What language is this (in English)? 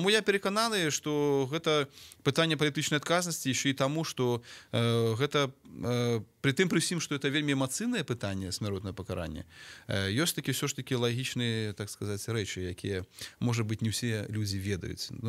Belarusian